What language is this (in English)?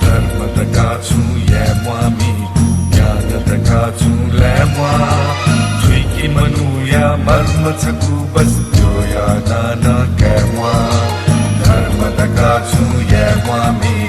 Newari